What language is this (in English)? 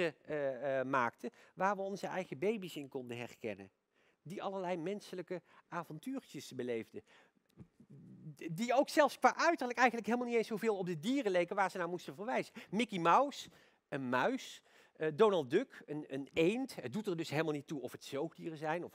Dutch